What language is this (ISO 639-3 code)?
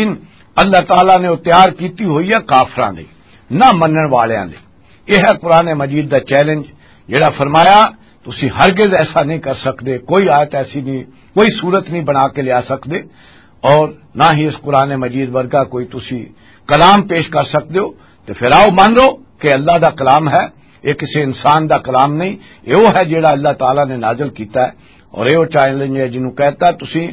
lah